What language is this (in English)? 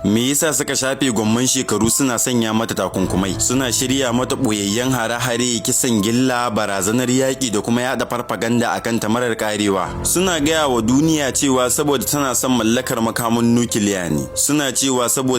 Hausa